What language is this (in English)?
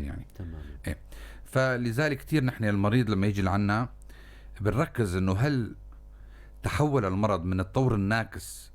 North Levantine Arabic